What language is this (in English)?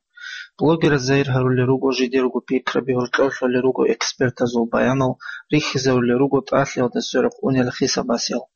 Avaric